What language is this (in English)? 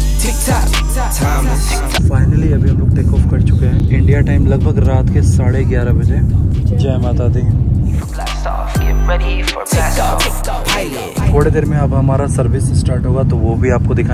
Hindi